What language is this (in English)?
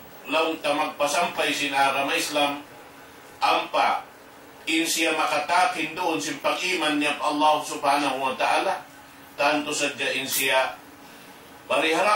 Tausug